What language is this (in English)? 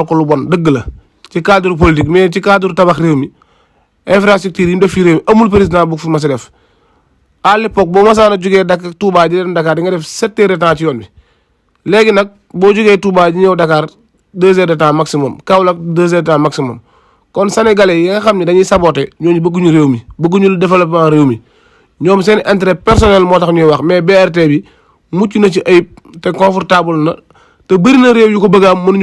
Wolof